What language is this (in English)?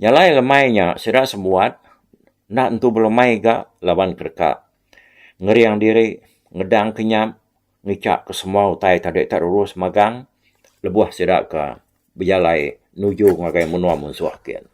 Iban